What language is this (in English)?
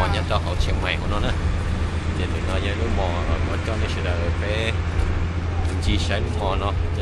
Hmong